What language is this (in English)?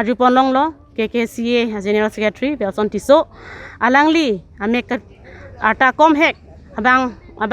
Karbi